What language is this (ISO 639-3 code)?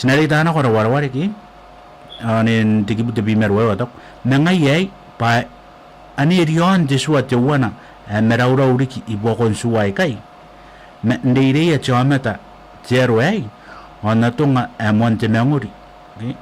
gil